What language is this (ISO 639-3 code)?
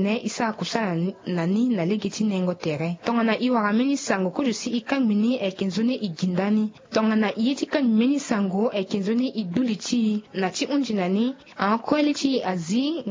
sag